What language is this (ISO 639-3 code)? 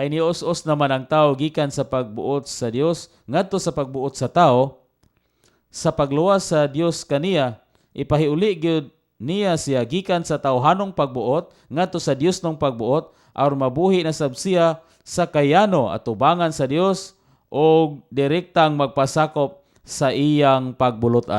ceb